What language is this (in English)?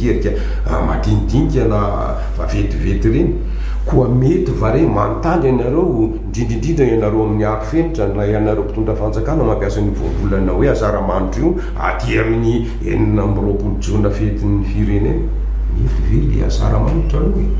Malagasy